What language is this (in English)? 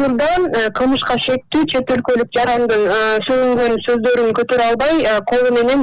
Kyrgyz